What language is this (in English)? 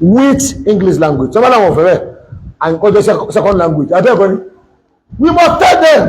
Yoruba